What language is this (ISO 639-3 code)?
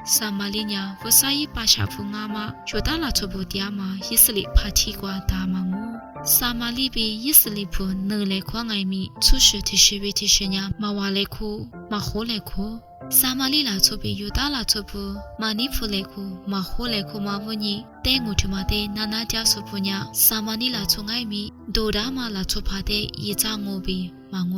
lis